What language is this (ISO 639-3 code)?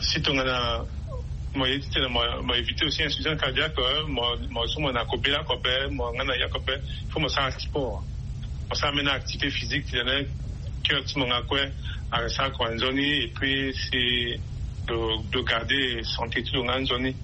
sag